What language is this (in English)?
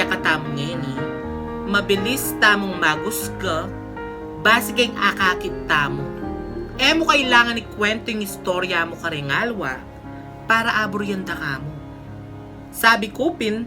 Pampanga